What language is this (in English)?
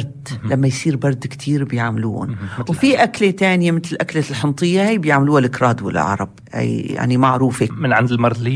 North Levantine Arabic